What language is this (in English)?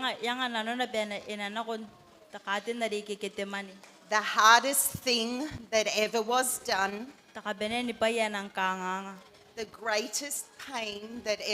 Gilbertese